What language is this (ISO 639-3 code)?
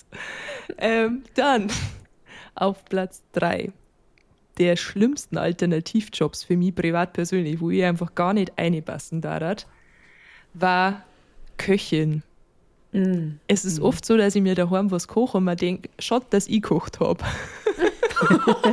bar